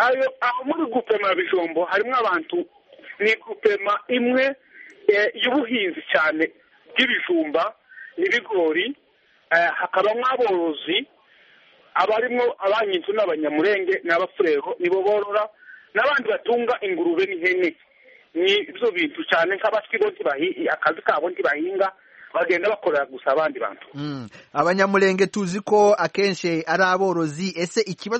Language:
Kinyarwanda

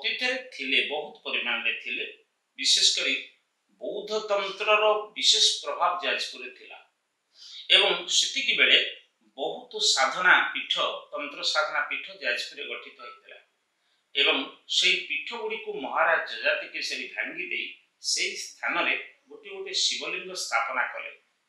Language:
Odia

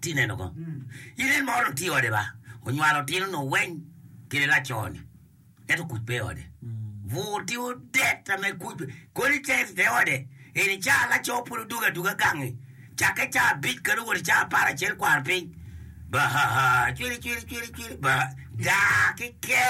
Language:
Acoli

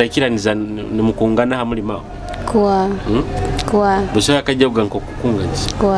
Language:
Nyoro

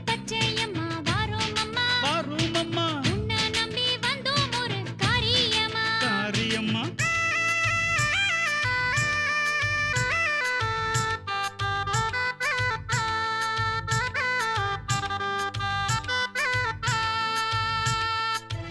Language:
Tamil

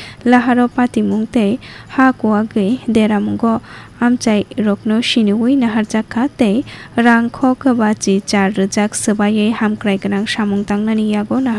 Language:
Kok Borok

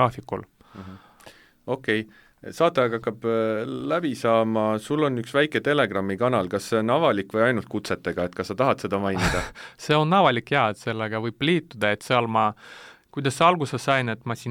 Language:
Estonian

